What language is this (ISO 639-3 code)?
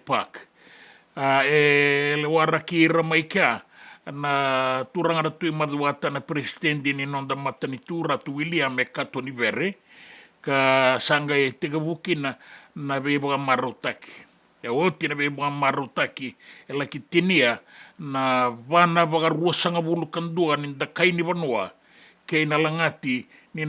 fij